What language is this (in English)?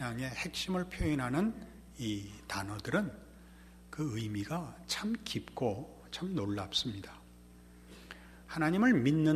Korean